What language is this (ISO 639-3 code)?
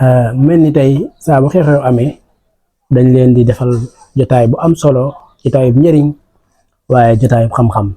wol